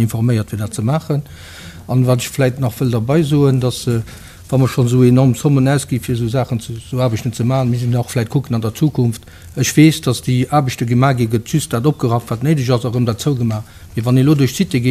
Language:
Luxembourgish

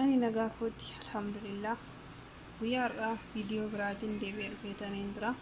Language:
Oromo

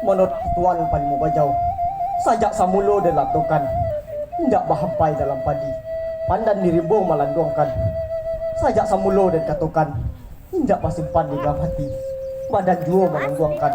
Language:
Minangkabau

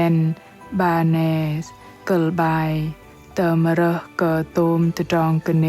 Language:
Bahnar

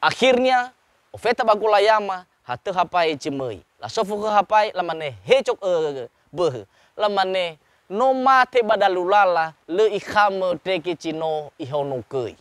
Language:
Nias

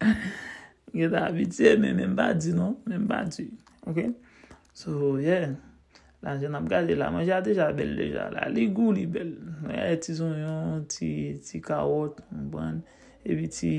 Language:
Haitian Creole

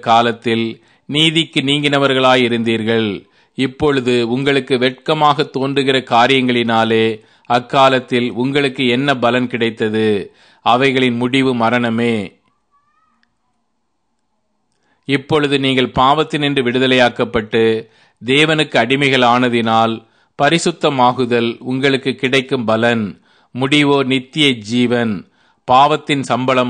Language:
Tamil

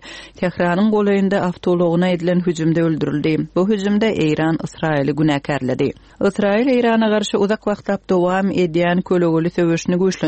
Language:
Turkmen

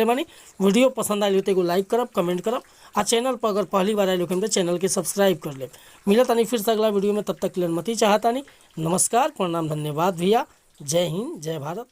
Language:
Bhojpuri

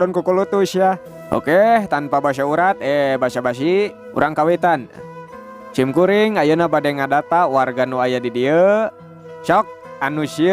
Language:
Sundanese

